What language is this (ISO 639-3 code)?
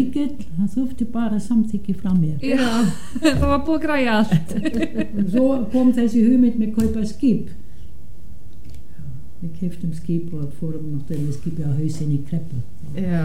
isl